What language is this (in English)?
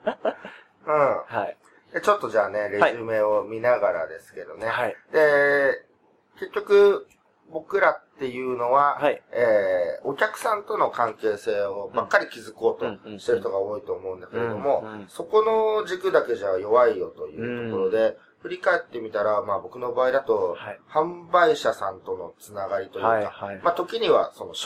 Japanese